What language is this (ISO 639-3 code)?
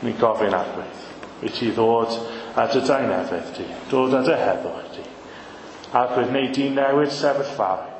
cym